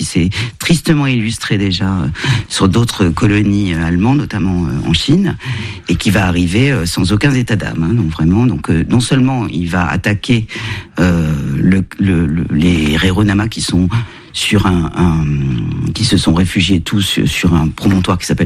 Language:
French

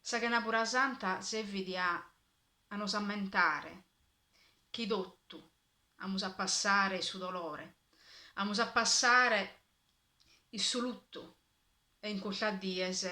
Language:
Sardinian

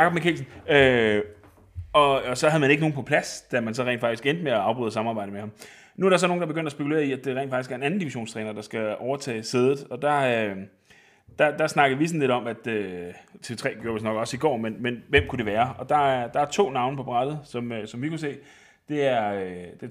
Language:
Danish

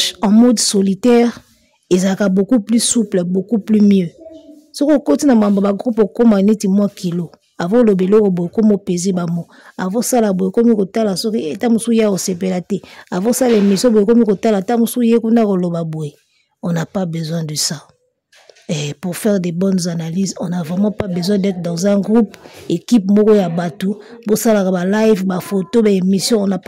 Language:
Lingala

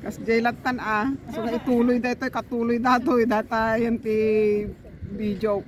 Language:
Iloko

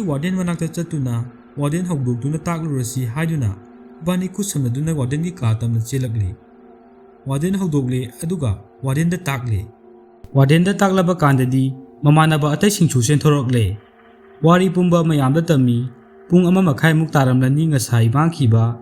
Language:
Manipuri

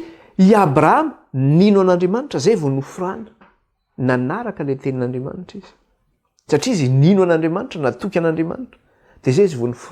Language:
Malagasy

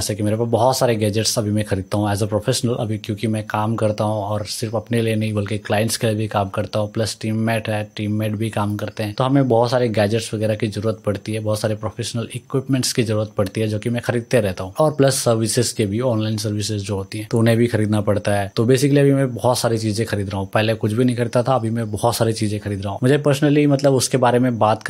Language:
Hindi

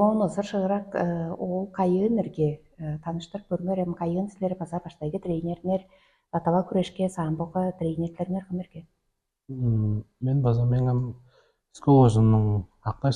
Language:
Tuvinian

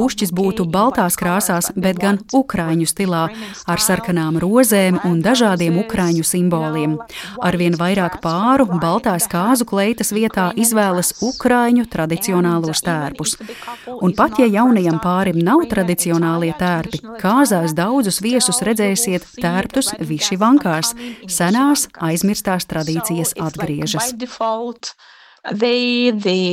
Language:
Latvian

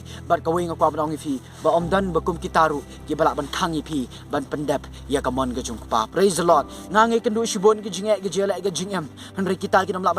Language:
Khasi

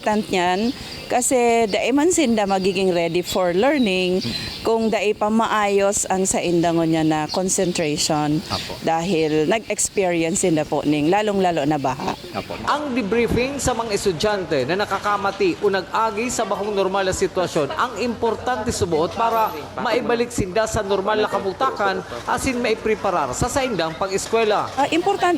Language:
Bikol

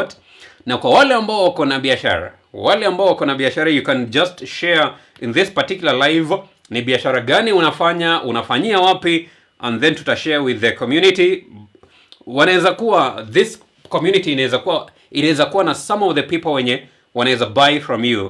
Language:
Swahili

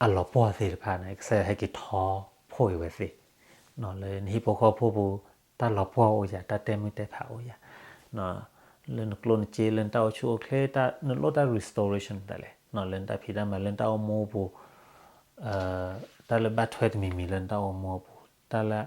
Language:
S'gaw Karen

